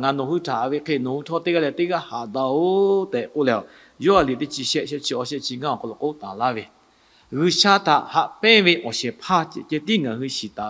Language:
Lahu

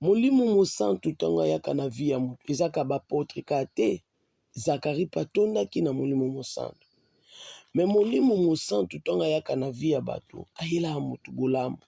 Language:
Lingala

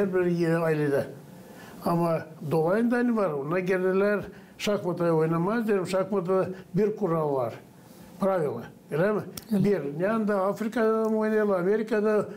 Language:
Gagauz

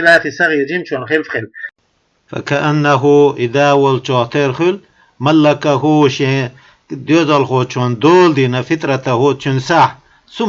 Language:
Chechen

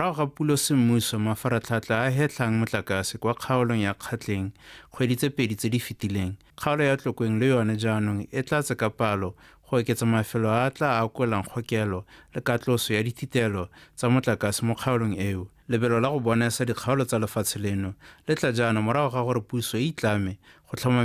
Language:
Tswana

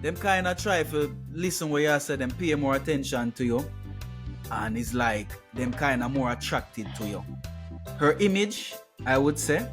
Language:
Jamaican Creole English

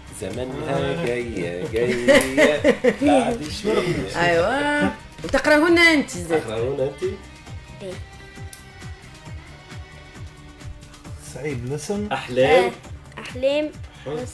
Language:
Tunisian Arabic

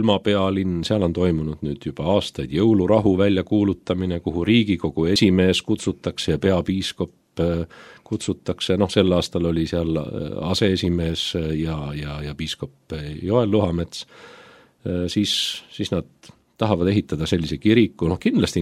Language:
Estonian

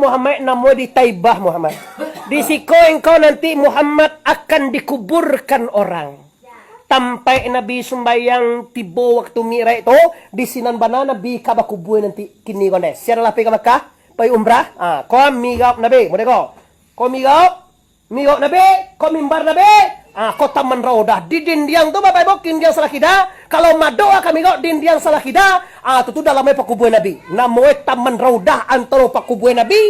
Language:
Minangkabau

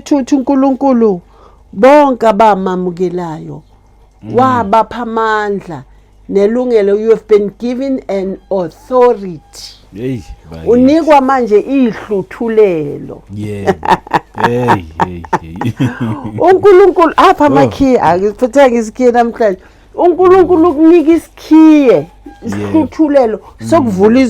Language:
Zulu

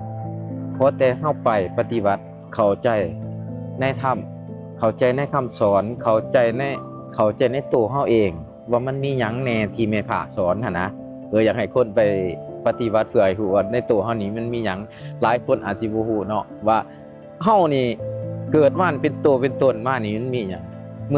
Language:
Lao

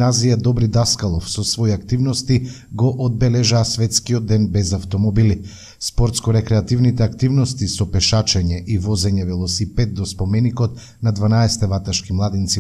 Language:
Macedonian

